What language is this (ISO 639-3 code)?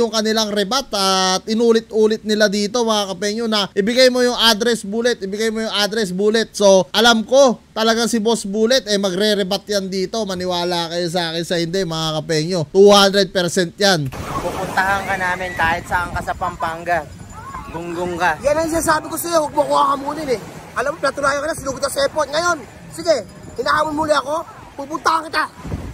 fil